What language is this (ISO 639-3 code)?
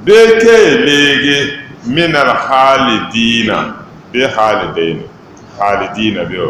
dag